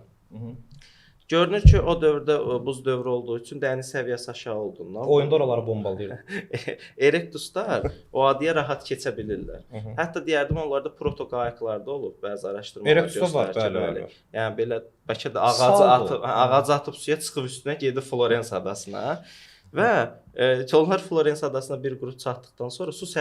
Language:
Azerbaijani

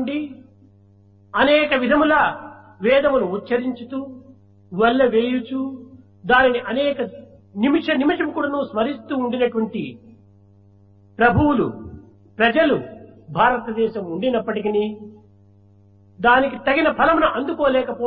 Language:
Telugu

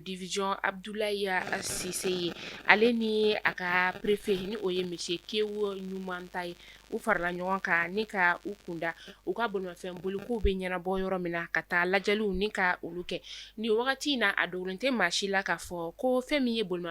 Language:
Bambara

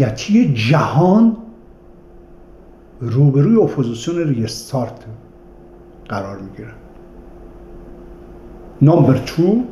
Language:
Persian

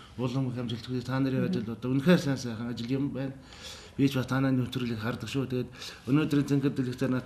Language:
Mongolian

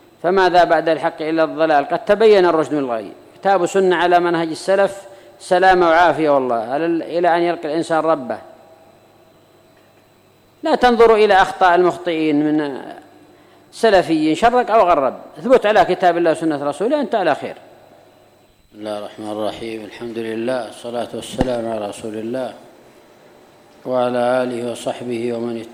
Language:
Arabic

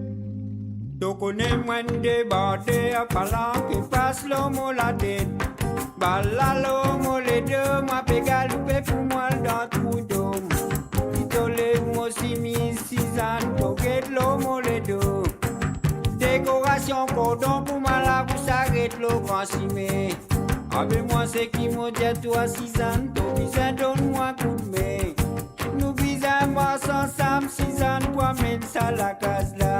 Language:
Morisyen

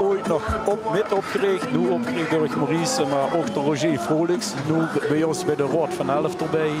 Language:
Limburgish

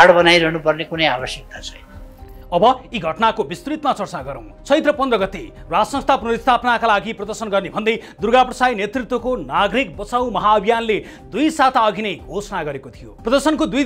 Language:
Nepali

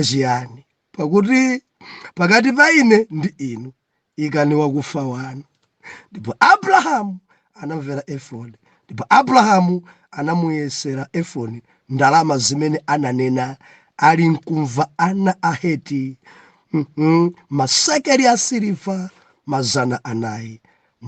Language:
Nyanja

